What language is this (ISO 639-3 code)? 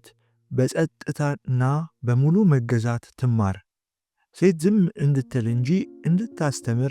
amh